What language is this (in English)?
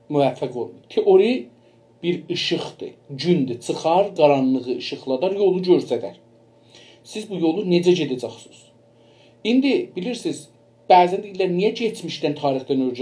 South Azerbaijani